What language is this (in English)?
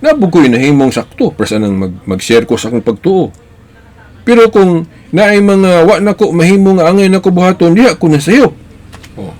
Cebuano